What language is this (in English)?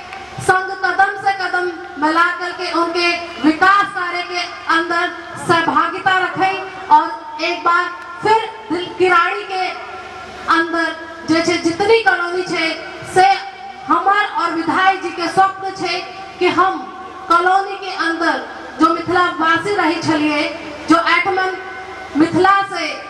Maithili